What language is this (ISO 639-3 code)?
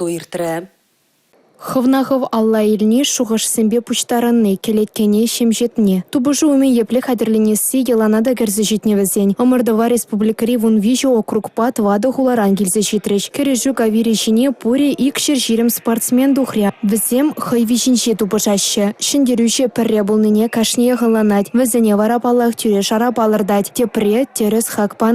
chv